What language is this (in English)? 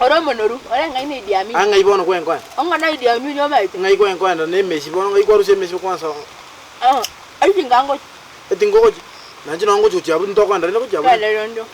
Gusii